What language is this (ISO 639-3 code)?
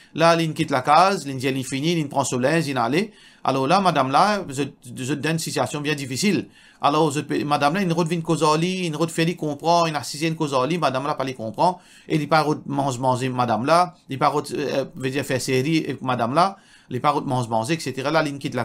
mfe